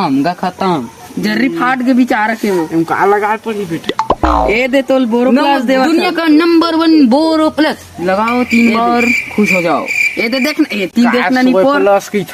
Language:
Chhattisgarhi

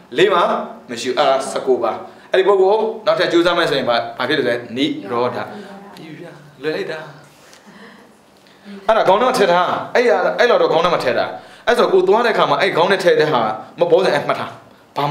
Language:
Burmese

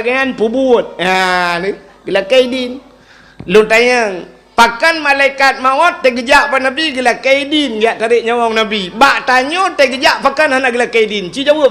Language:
Achinese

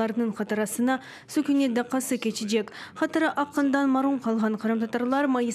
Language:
Crimean Tatar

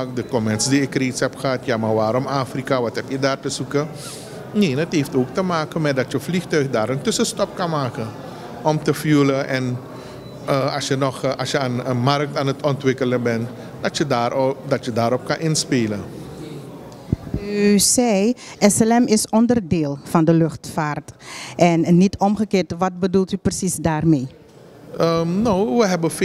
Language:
Dutch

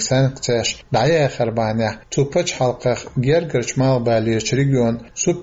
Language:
Chechen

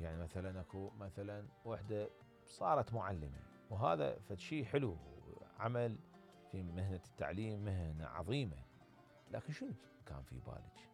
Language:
Mesopotamian Arabic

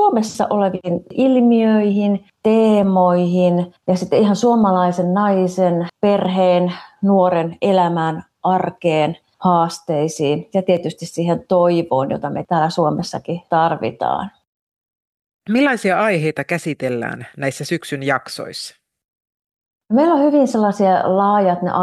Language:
Finnish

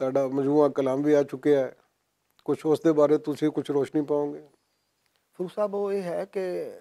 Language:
Western Panjabi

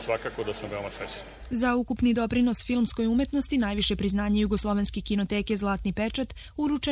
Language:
Serbian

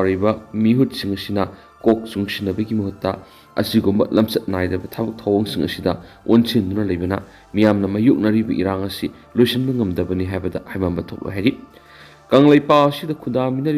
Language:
Manipuri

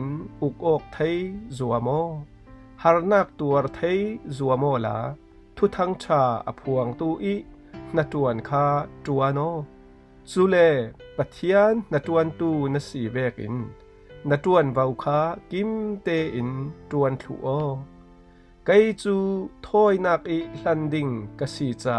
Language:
Falam Chin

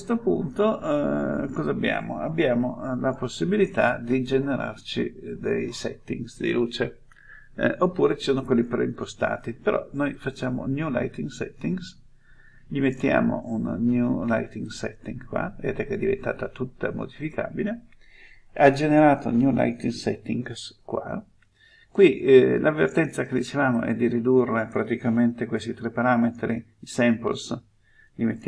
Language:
Italian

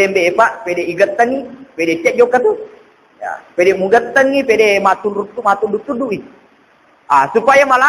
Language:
Buginese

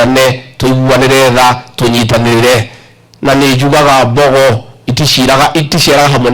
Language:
Kikuyu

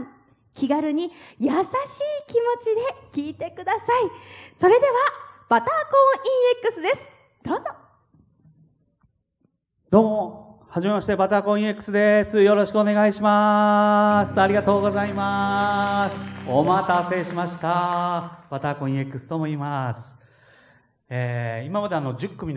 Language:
Japanese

